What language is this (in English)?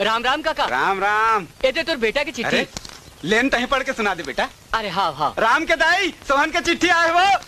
Chhattisgarhi